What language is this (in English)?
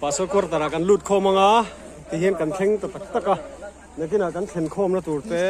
Mizo